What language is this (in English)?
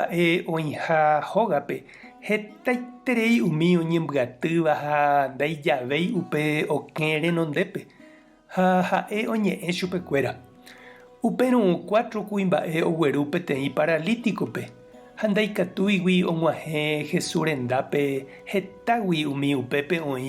Guarani